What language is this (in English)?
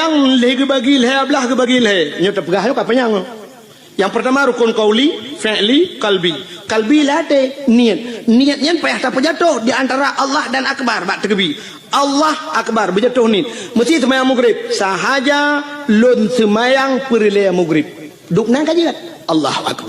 Achinese